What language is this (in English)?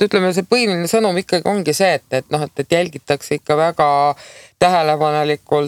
Estonian